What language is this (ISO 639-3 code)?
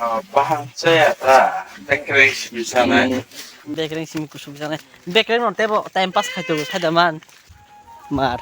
trp